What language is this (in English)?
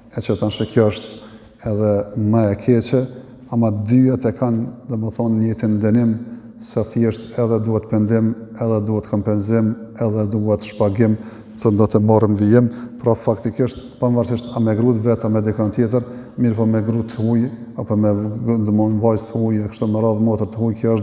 Albanian